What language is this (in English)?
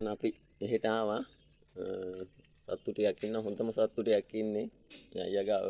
Sinhala